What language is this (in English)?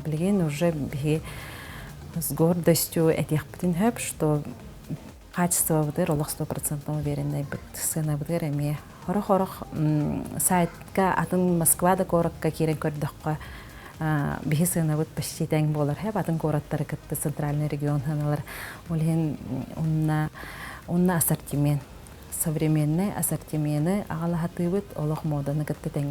Yakut